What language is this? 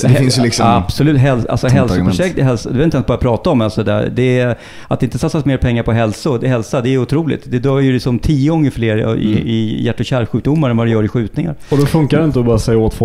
Swedish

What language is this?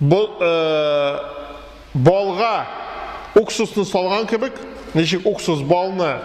Tatar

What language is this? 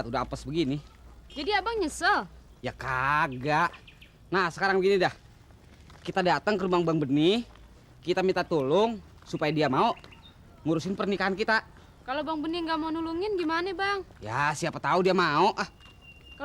Betawi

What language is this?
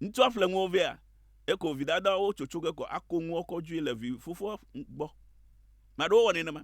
Ewe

